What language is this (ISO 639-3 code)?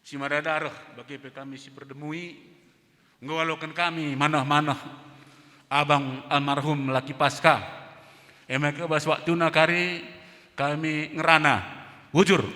btx